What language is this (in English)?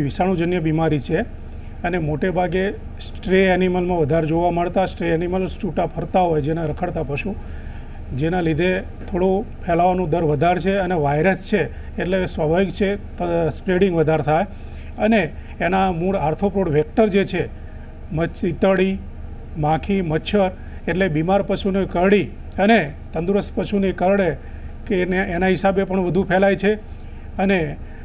Gujarati